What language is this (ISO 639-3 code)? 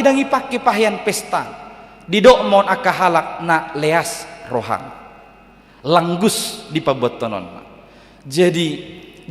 bbc